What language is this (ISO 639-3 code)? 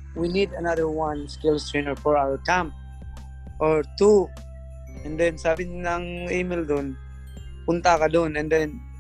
fil